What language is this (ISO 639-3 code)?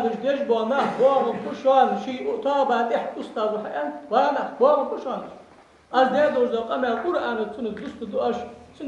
inh